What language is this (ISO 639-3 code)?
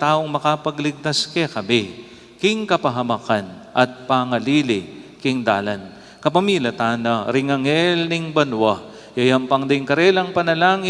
pam